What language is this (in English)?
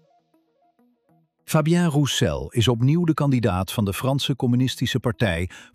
Dutch